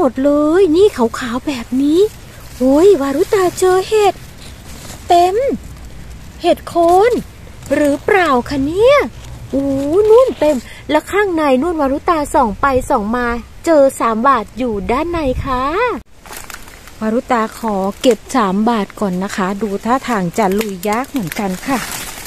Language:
Thai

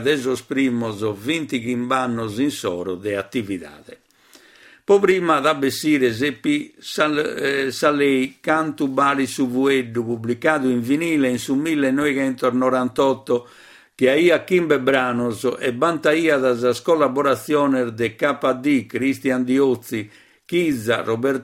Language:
Sardinian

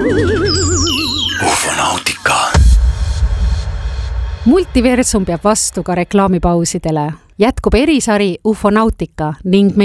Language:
Estonian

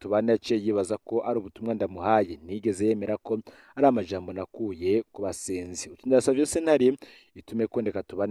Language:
Rundi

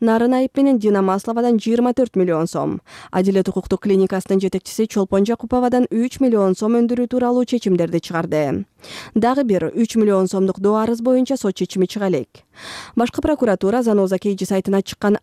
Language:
Kyrgyz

